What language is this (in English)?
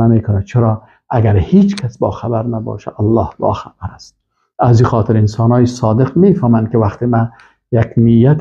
Persian